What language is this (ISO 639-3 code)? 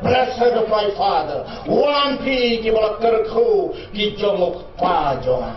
kha